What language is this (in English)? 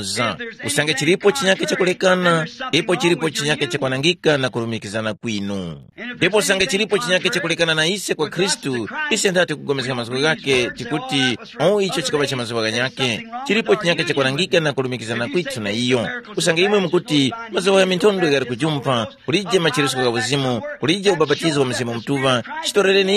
Tumbuka